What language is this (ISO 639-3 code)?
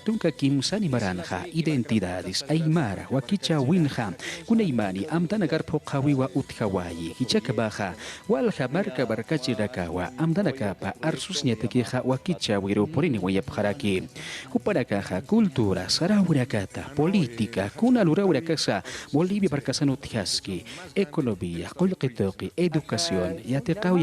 aym